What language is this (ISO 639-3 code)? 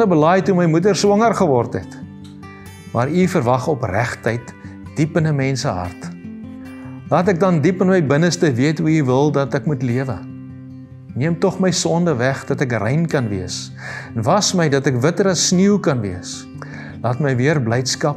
afr